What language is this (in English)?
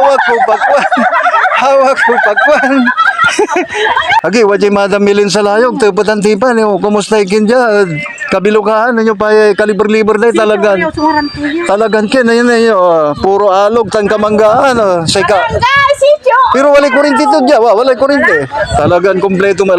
Pangasinan